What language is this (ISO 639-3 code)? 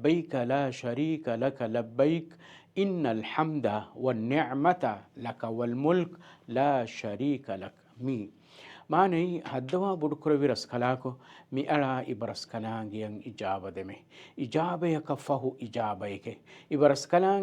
div